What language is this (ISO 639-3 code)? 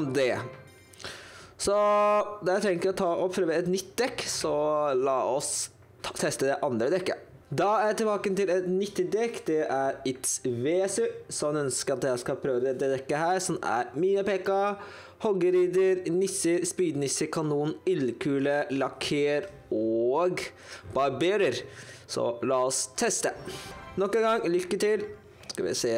nor